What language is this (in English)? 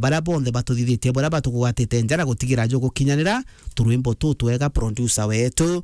Meru